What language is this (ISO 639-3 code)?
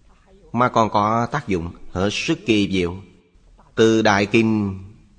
vie